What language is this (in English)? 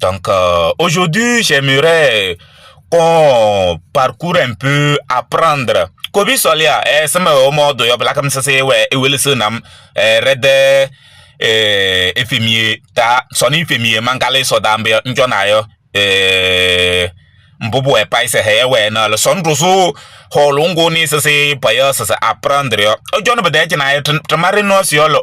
Kabiyè